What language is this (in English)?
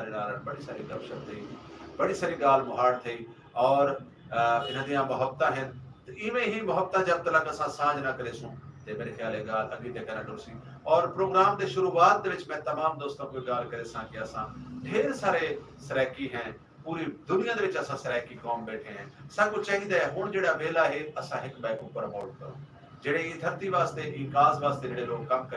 Saraiki